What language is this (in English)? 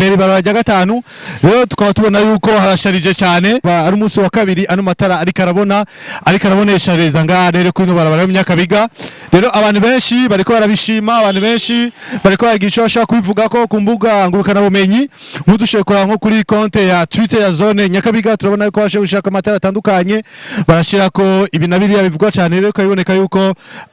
Rundi